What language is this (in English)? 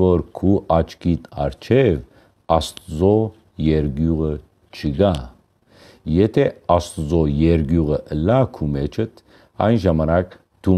Western Armenian